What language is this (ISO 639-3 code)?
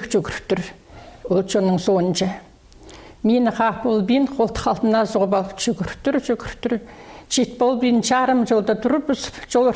kjh